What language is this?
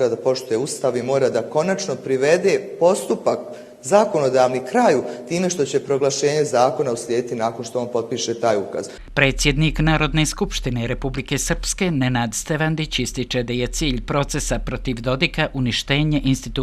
Bosnian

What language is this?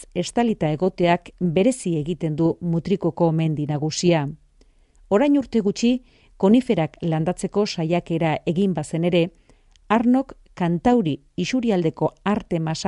Basque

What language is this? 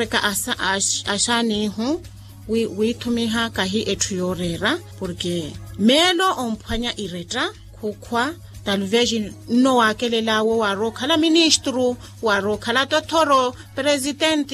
Makhuwa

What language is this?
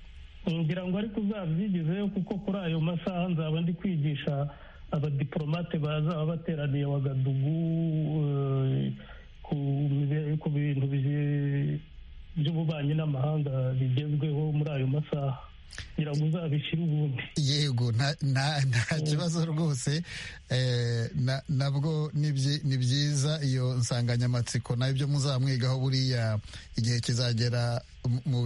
Kinyarwanda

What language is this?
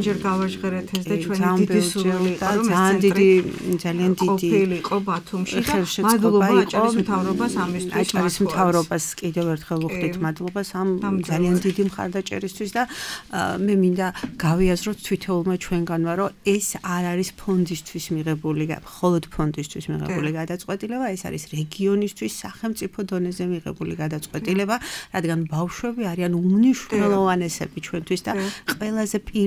Georgian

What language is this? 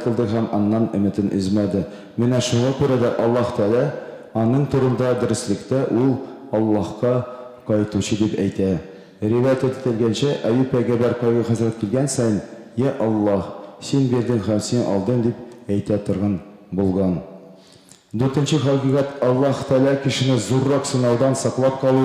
Tatar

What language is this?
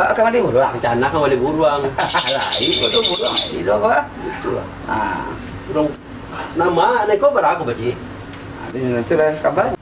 Minangkabau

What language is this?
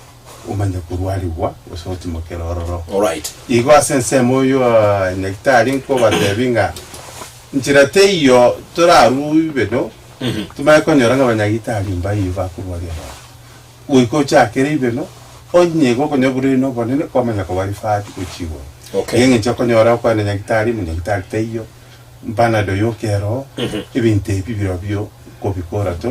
Gusii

